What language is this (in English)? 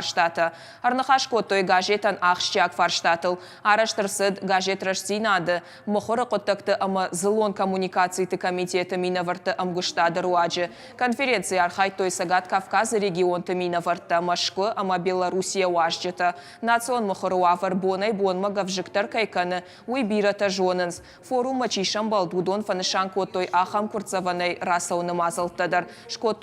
Ossetic